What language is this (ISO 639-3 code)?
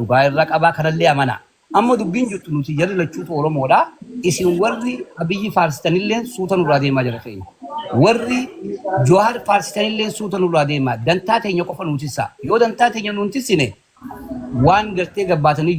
orm